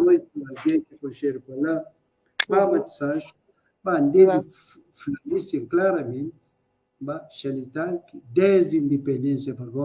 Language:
Kabuverdianu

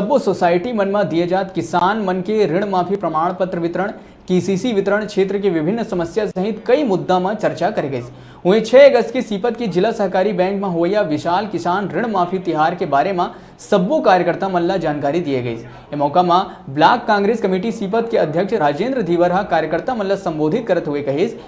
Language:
Chhattisgarhi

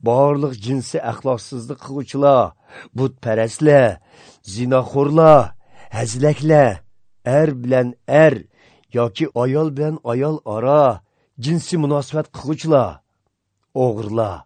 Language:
Uyghur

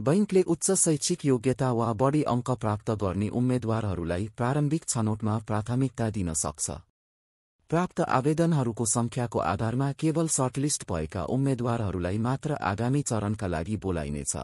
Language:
Nepali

